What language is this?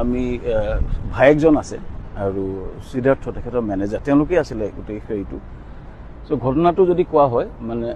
Assamese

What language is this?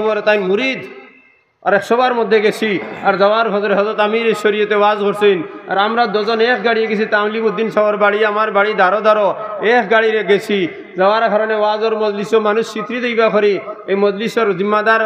Sylheti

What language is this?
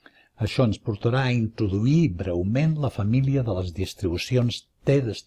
Catalan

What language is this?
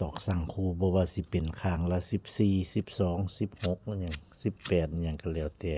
Northeastern Thai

